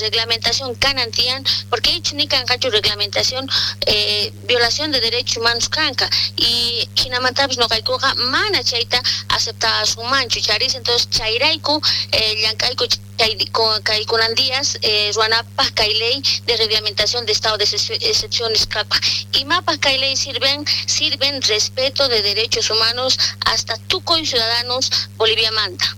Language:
South Bolivian Quechua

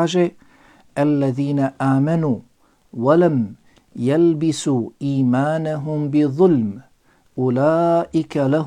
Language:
Bosnian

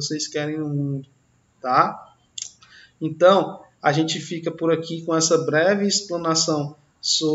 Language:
Portuguese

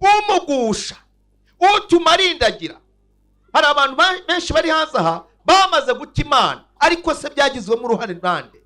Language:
Kinyarwanda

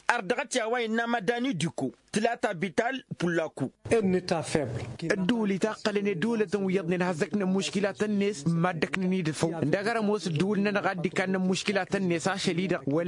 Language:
Tamasheq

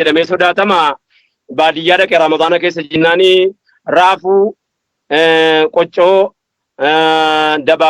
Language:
Oromo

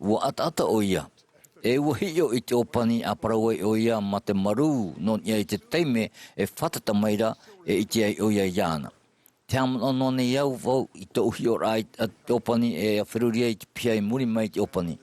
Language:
Tahitian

